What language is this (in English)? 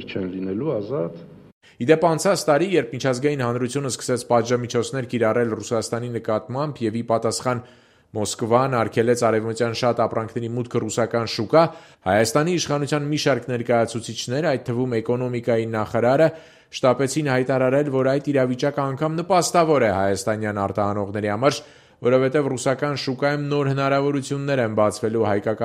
Armenian